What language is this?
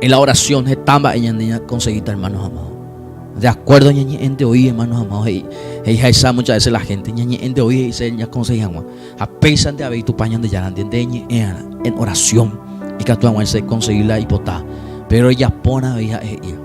Guarani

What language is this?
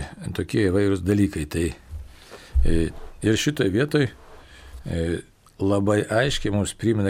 Lithuanian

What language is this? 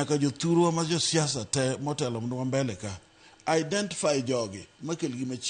Luo (Kenya and Tanzania)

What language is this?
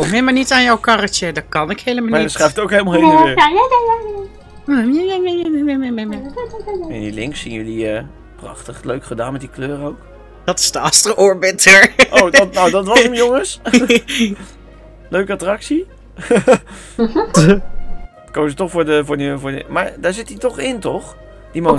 Dutch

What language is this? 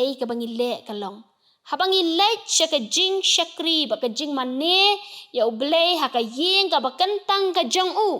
Khasi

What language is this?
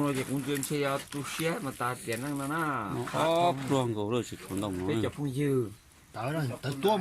Hmong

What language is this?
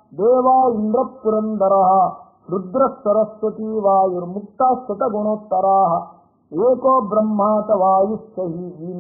Kannada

